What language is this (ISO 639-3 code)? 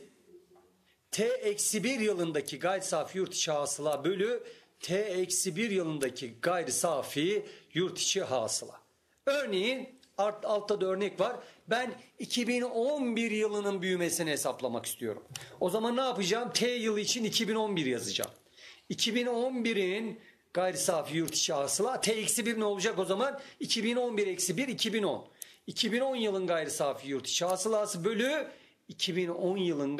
tur